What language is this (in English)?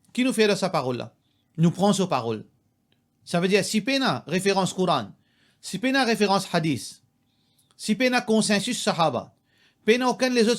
Morisyen